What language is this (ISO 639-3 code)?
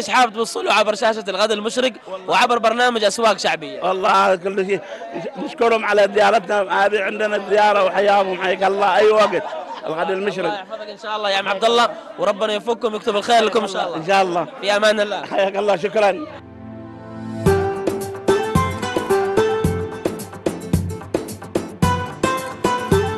ara